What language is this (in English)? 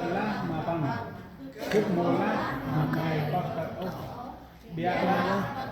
Central Mnong